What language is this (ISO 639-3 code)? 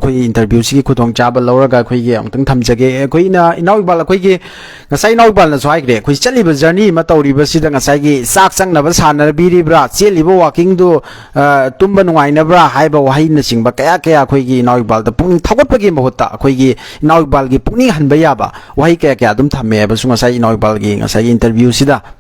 mni